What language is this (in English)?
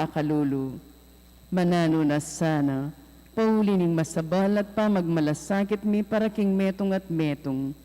Pampanga